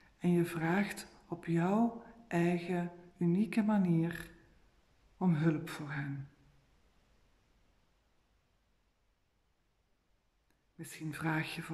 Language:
Dutch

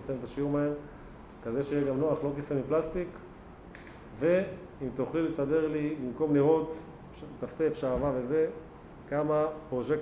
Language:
Hebrew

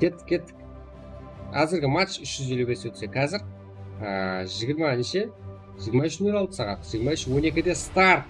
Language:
Kara-Kalpak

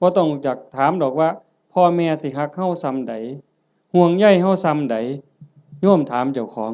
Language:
Northeastern Thai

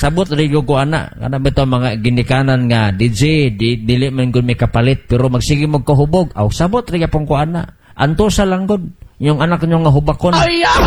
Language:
Cebuano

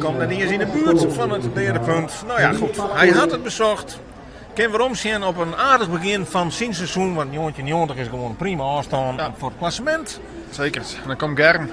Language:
Western Frisian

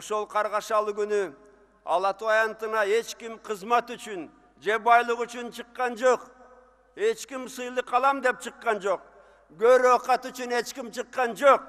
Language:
Kyrgyz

